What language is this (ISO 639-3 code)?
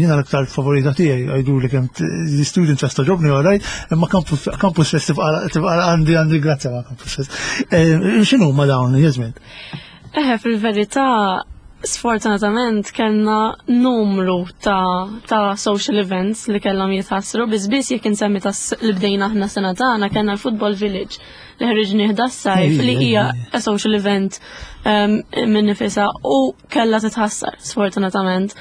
mlt